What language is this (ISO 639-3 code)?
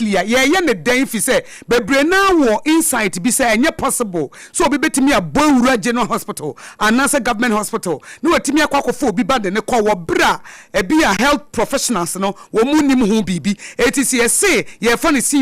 aka